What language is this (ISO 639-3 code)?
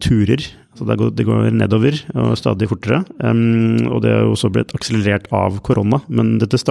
nor